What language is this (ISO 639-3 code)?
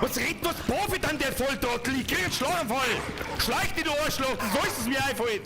bar